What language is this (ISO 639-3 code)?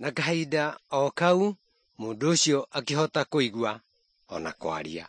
kik